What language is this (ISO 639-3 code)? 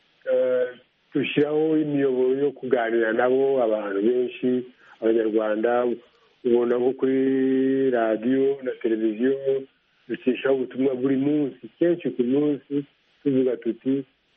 kin